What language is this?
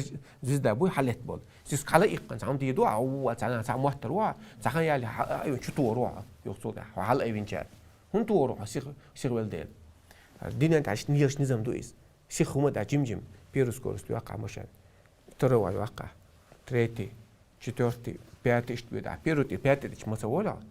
Chechen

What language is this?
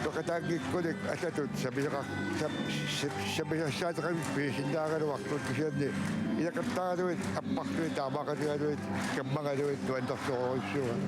Kalaallisut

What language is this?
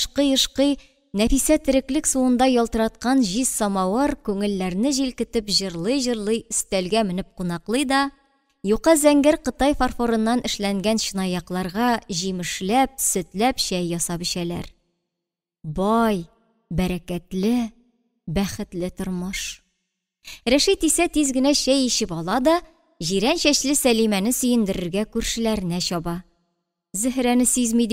Tatar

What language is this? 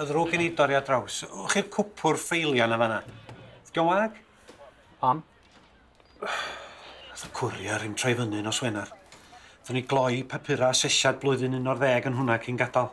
Welsh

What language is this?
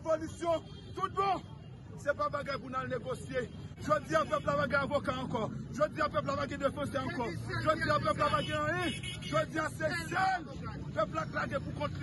Haitian Creole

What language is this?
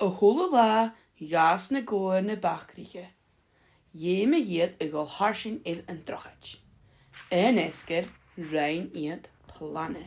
Scottish Gaelic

